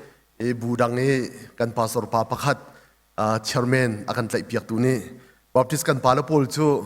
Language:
Hakha Chin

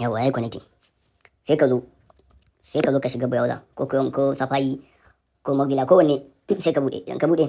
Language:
Hausa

